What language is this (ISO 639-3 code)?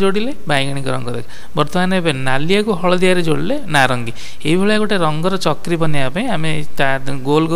ori